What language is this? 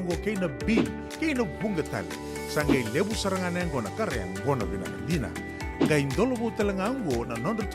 Fijian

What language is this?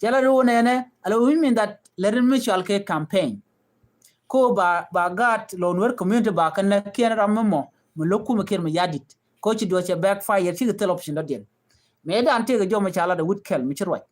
Nuer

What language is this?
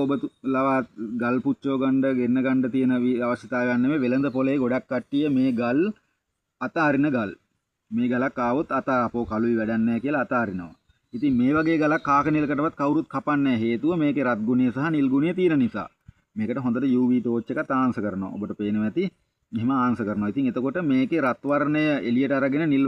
Sinhala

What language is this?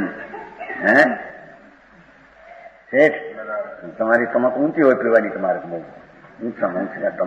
Gujarati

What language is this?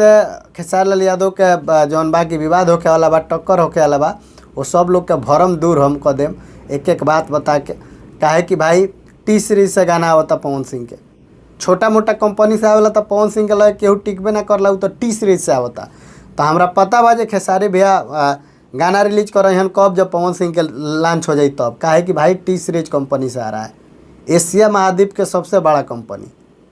Bhojpuri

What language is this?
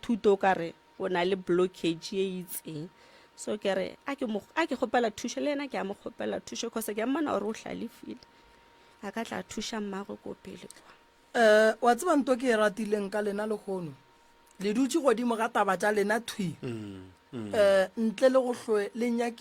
Northern Sotho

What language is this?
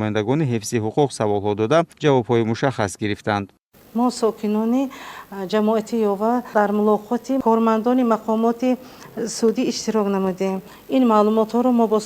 Tajik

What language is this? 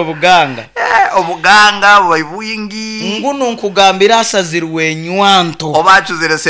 Nyoro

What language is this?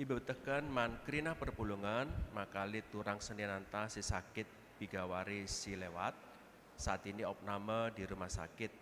Batak Karo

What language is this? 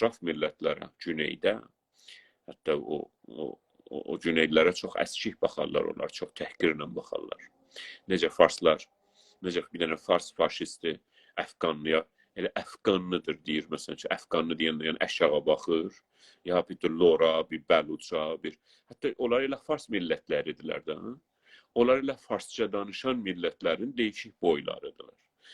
South Azerbaijani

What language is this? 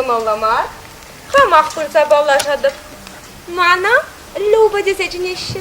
Chuvash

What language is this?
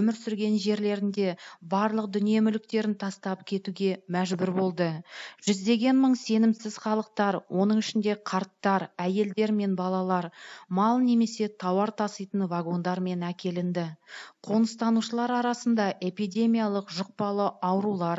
Kazakh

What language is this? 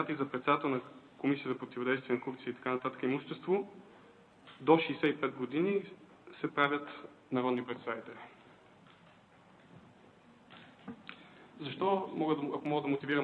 Bulgarian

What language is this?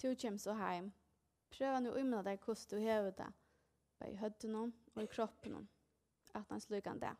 Faroese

